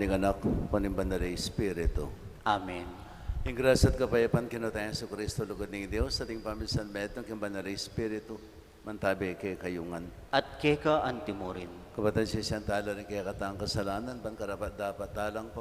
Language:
Pampanga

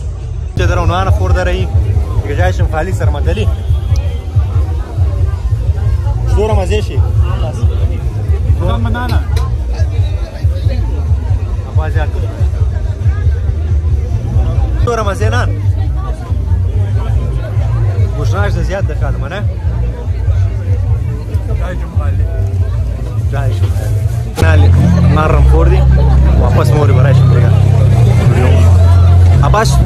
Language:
Swahili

